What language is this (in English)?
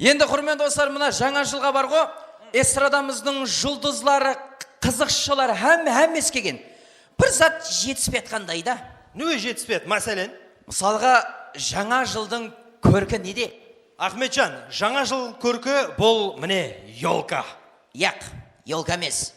Kara-Kalpak